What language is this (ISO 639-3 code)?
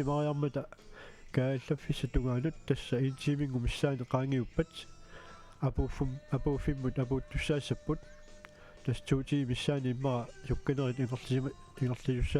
kal